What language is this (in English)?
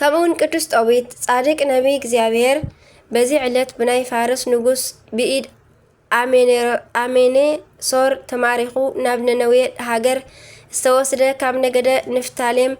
Tigrinya